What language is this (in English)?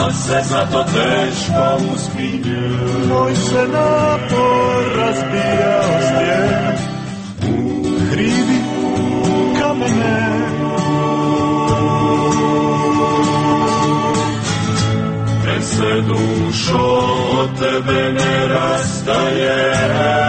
Croatian